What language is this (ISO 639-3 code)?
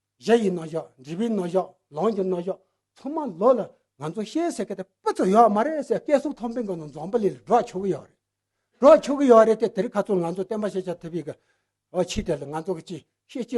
bod